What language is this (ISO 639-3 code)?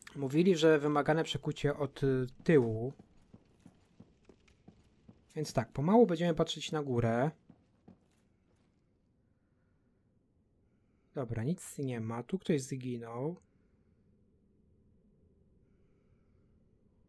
pol